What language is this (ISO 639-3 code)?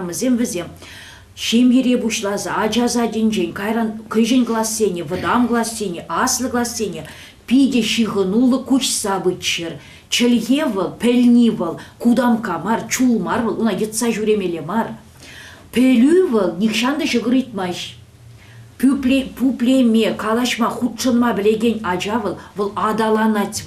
chv